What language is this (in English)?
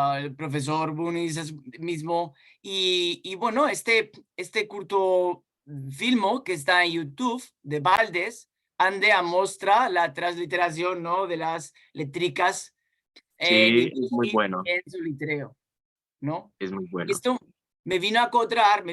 Ladino